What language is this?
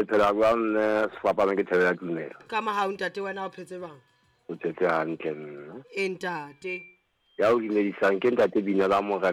Southern Sotho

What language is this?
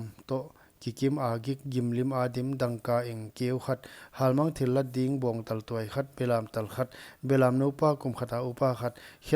Paite Chin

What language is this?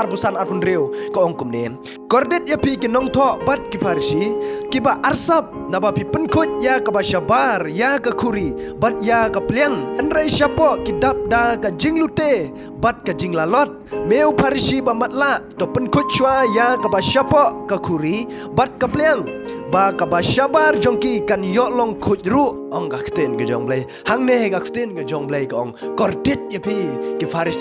Khasi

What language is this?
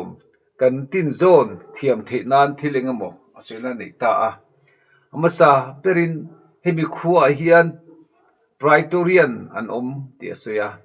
Mizo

